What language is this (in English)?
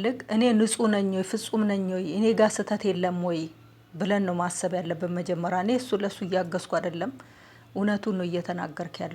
Amharic